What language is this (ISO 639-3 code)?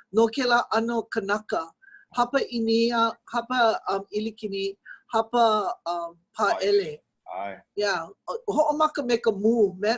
haw